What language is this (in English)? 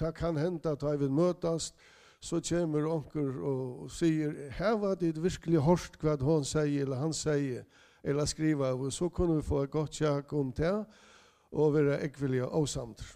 Faroese